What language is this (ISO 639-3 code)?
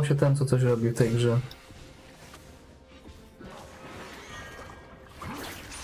pol